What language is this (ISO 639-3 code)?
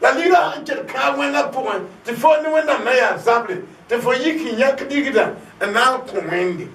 mos